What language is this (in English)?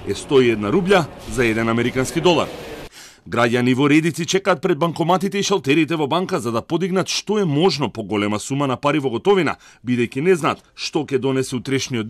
Macedonian